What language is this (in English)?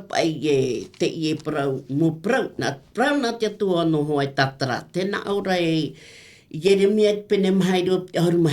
Tahitian